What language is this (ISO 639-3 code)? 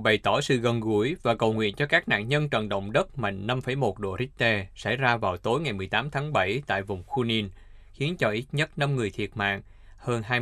vie